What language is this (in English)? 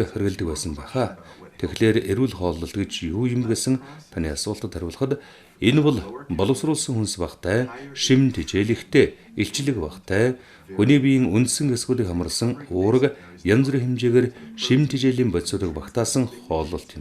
Mongolian